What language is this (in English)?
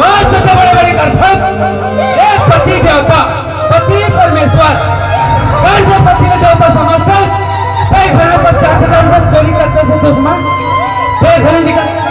Chhattisgarhi